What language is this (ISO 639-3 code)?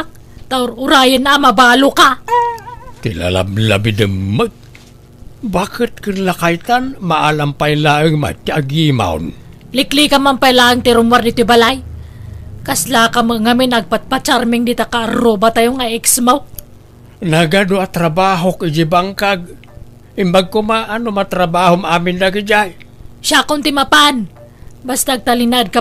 ilo